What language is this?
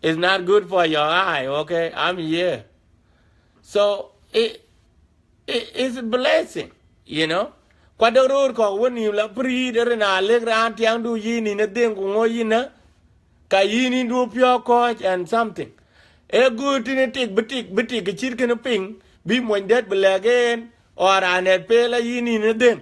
Dinka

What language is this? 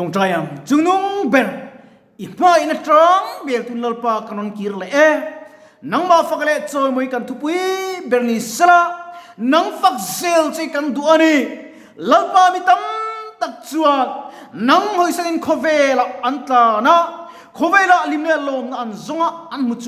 Mizo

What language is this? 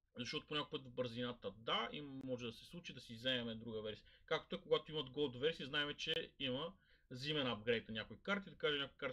Bulgarian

